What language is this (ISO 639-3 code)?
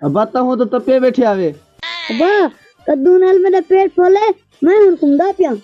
skr